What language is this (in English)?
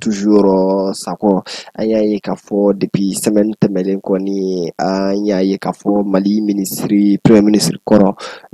Bambara